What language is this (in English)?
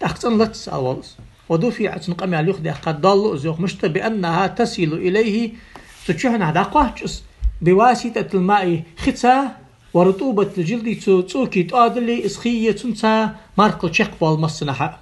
Ingush